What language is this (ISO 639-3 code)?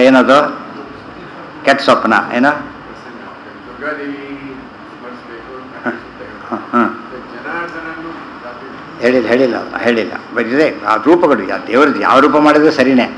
kan